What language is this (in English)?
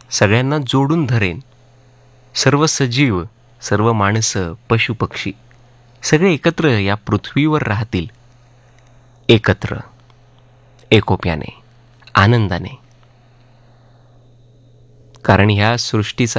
Marathi